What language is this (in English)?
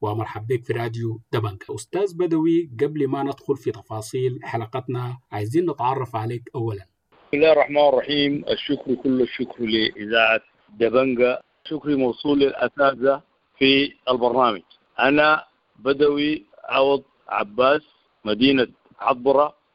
Sudanese Arabic